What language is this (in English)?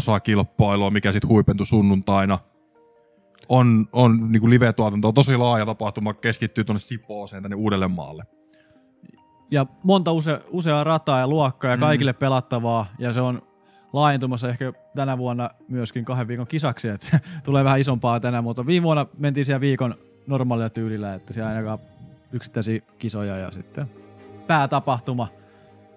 Finnish